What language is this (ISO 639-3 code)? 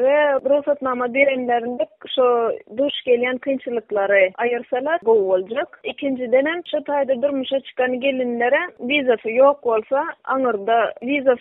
tuk